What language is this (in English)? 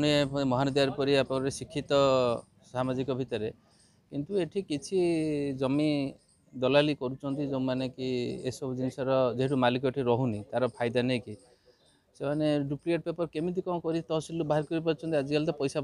Odia